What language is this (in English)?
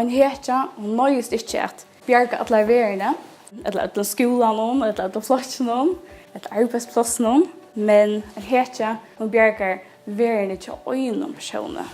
Faroese